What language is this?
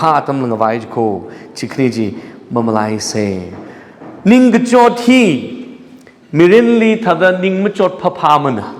Tangkhul Naga (India)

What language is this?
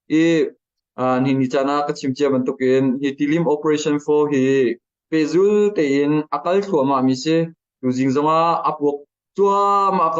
Hakha Chin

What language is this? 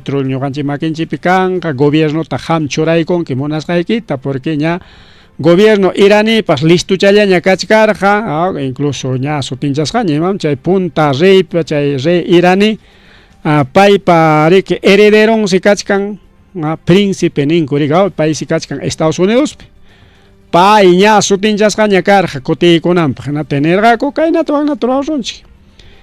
Ayacucho Quechua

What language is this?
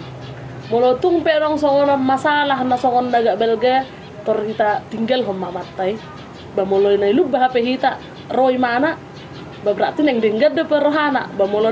Batak Toba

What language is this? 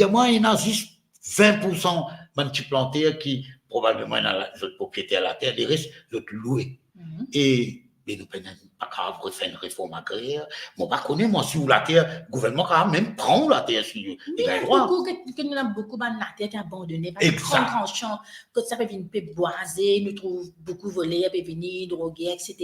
Morisyen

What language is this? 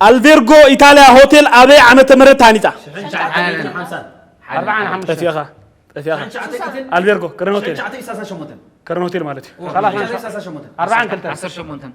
Tigrinya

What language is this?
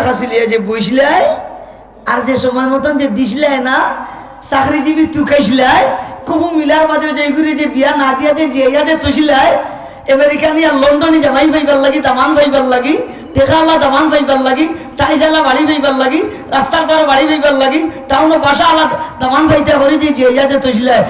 Sylheti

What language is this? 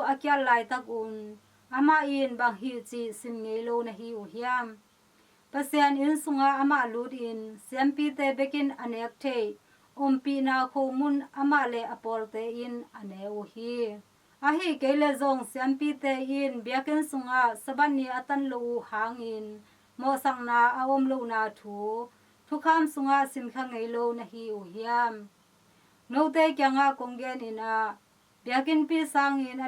Tedim Chin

